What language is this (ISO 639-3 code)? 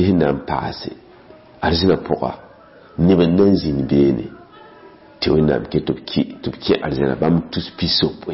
mos